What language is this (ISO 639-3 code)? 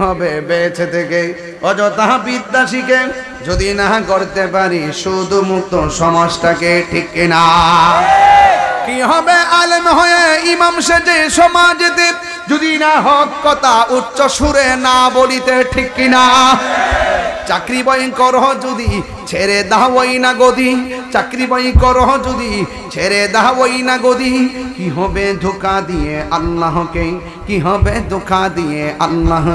ben